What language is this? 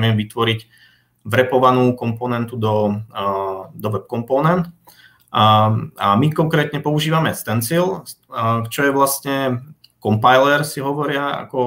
Slovak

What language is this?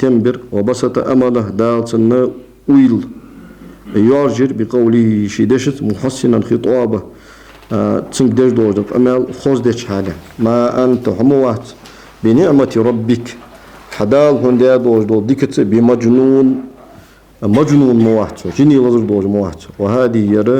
Ingush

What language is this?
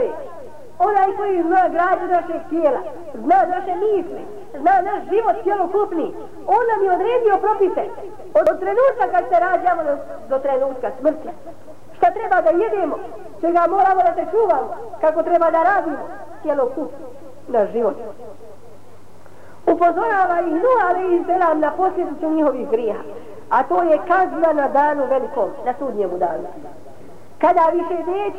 Bosnian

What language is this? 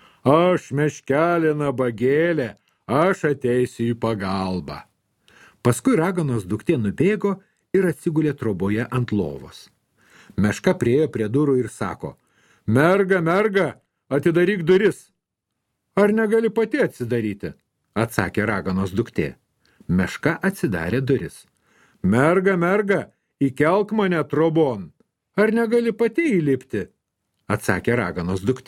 Lithuanian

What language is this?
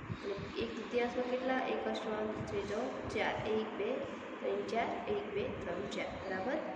Gujarati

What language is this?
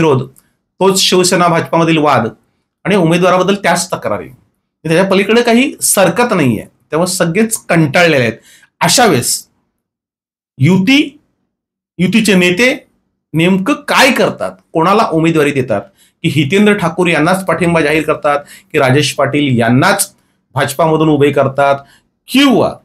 Marathi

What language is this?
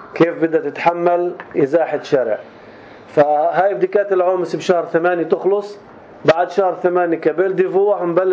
North Levantine Arabic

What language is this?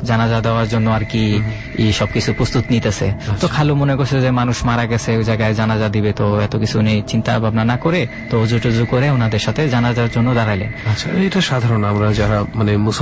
Bangla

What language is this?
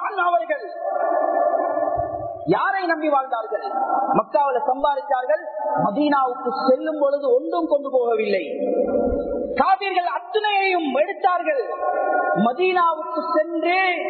Tamil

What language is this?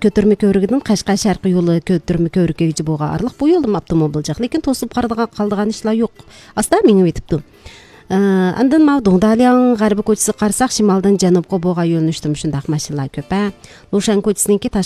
Uyghur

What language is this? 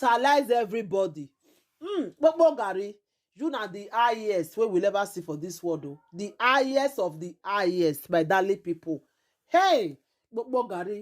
Nigerian Pidgin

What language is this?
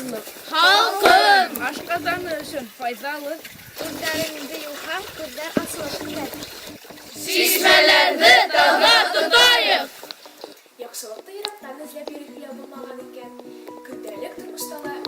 Bashkir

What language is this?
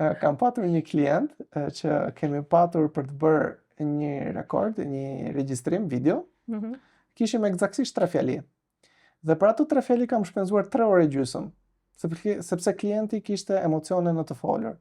Albanian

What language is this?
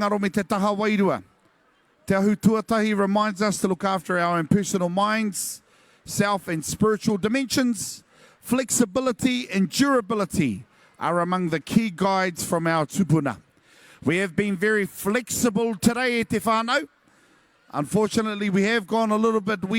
Māori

